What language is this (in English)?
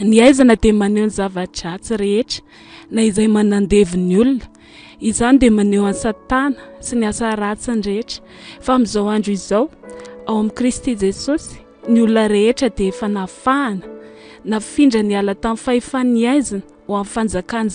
Malagasy